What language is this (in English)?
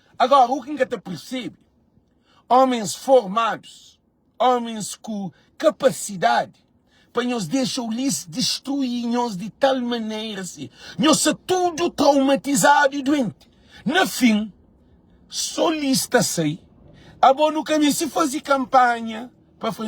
Kabuverdianu